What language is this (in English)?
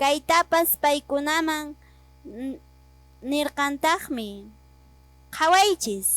Quechua